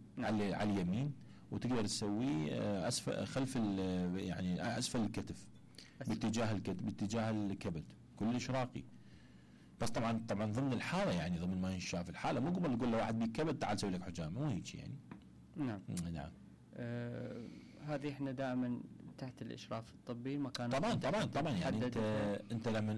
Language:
Mesopotamian Arabic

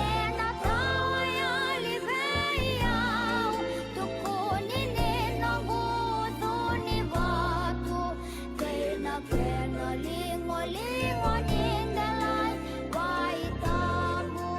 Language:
Fijian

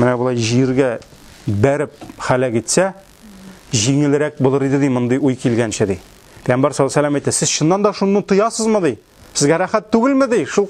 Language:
Tatar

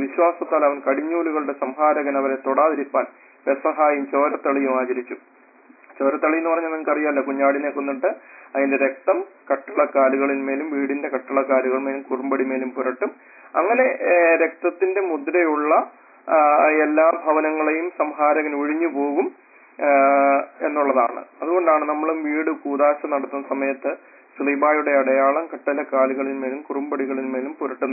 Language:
Malayalam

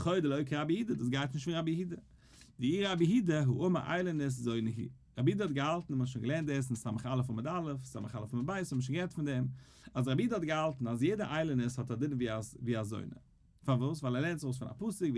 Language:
Yiddish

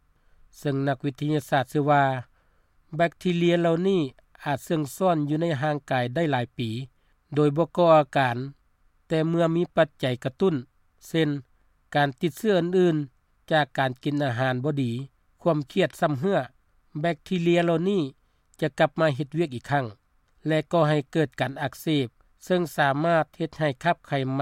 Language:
Lao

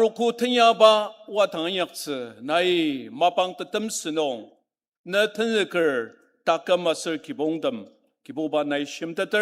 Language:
Ao Naga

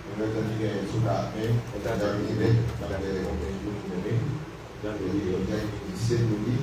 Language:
Pular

